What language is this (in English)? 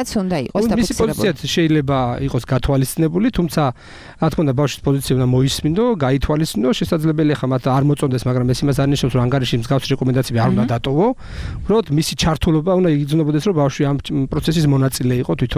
Georgian